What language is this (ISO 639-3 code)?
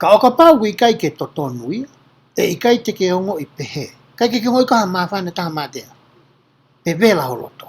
ton